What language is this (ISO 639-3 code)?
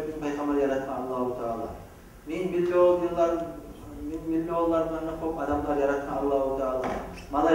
kum